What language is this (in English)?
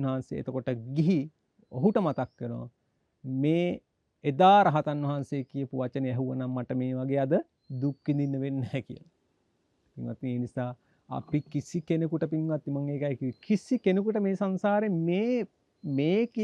Sinhala